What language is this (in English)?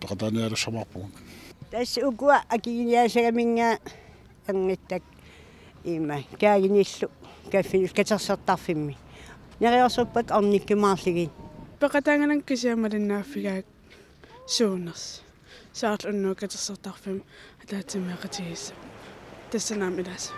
Kalaallisut